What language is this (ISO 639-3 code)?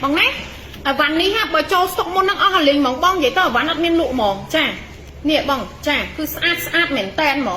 khm